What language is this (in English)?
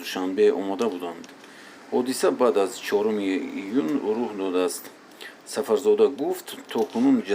Tajik